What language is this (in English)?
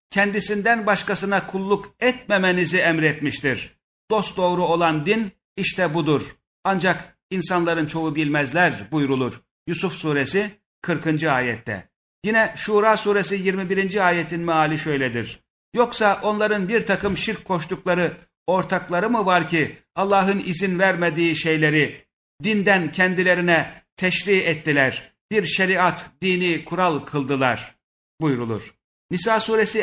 Turkish